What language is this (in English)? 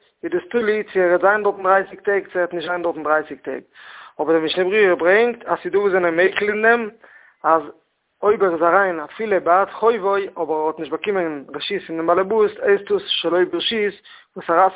Yiddish